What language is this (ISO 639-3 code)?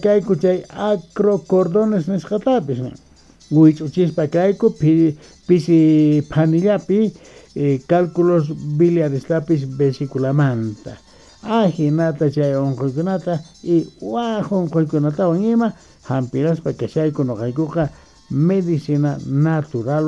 que